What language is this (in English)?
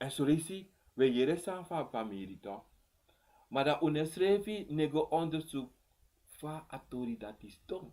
Sranan Tongo